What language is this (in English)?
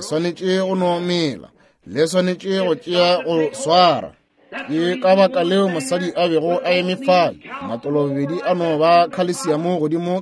Northern Sotho